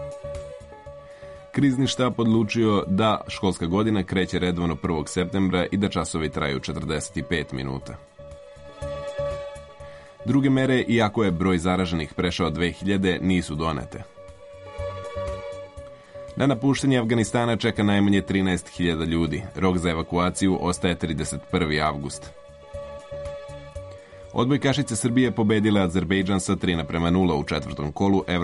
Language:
Serbian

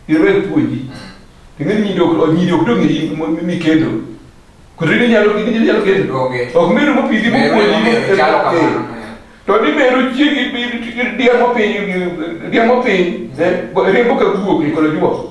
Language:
Luo (Kenya and Tanzania)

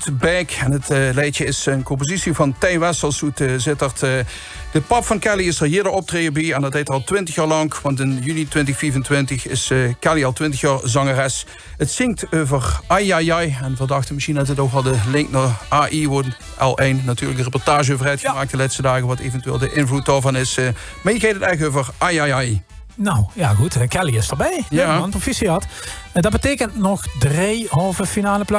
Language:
Limburgish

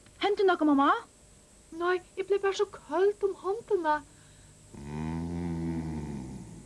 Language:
Faroese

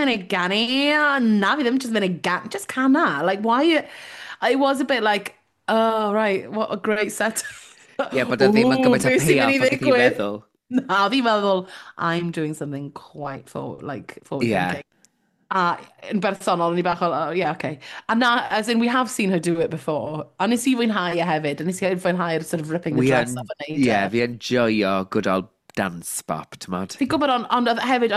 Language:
Welsh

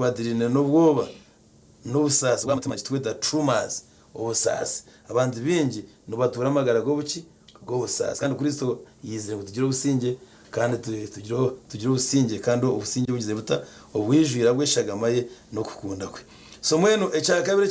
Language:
Nyankole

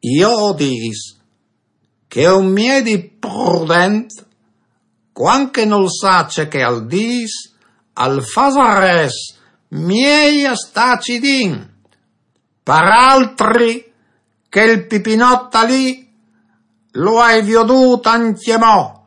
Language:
Friulian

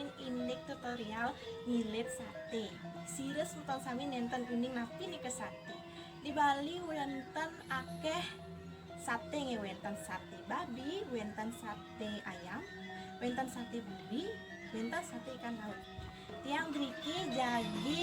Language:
Balinese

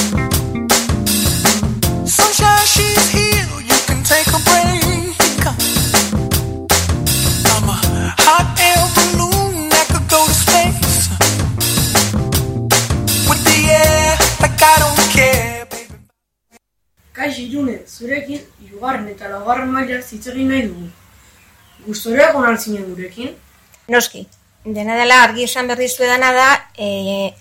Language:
Basque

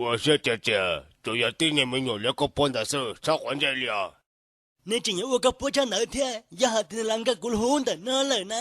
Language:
Hmong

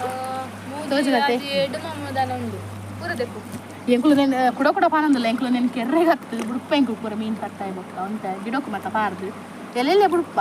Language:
Tulu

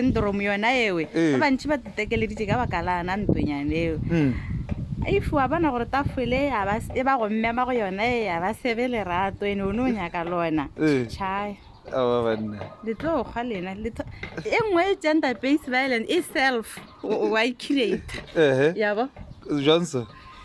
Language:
Northern Sotho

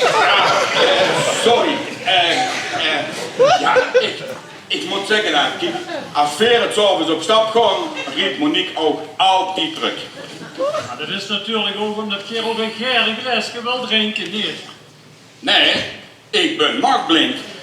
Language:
Limburgish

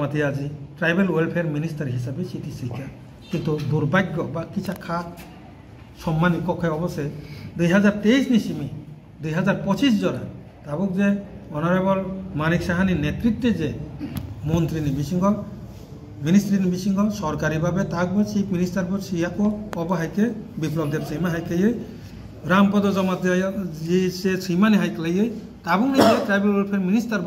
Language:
Kok Borok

